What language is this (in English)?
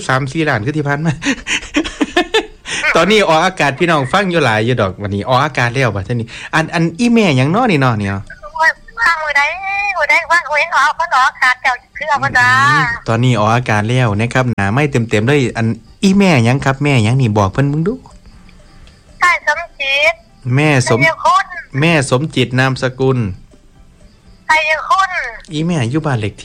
Northeastern Thai